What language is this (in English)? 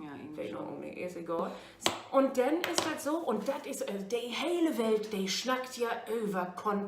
Low German